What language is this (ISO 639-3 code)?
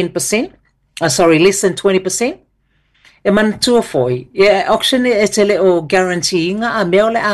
smo